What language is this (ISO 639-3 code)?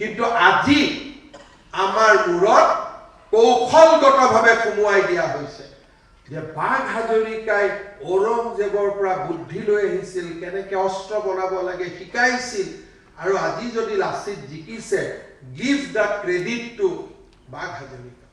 asm